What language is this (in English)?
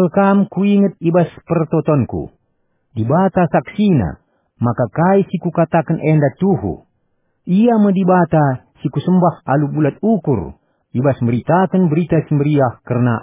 Batak Karo